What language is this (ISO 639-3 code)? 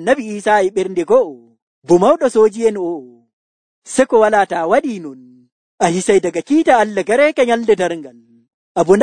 fuv